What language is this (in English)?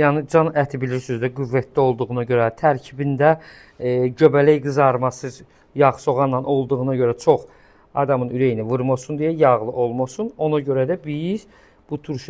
Azerbaijani